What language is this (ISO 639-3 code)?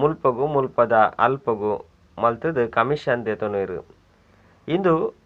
tcy